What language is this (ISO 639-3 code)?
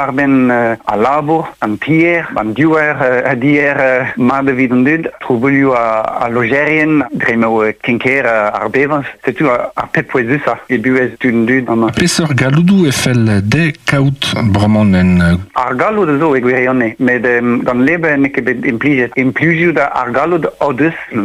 bre